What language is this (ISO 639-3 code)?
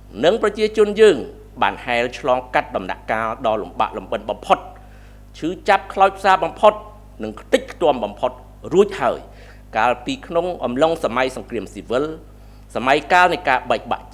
khm